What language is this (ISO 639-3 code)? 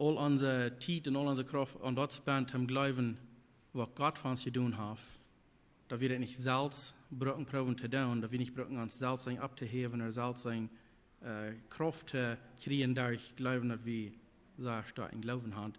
pdt